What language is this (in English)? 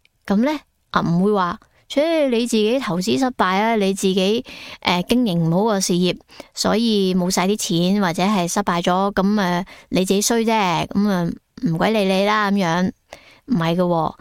Cantonese